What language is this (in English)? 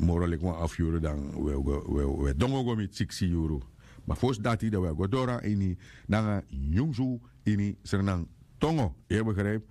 Sranan Tongo